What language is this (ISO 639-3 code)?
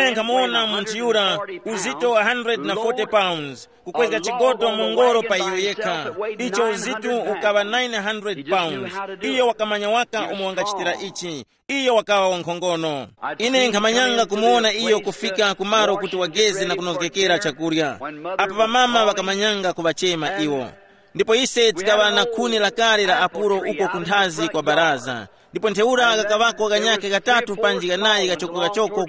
tum